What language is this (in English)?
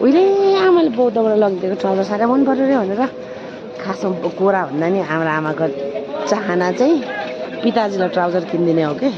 Nepali